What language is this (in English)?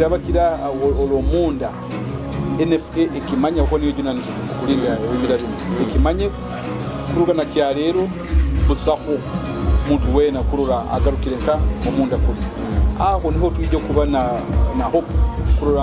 Nyoro